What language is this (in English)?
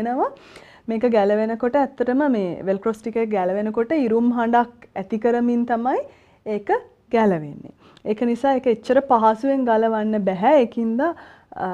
Sinhala